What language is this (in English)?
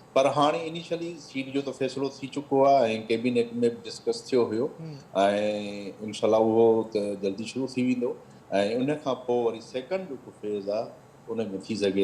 Sindhi